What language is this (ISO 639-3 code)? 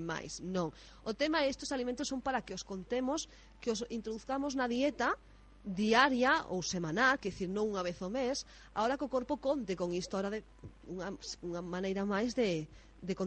glg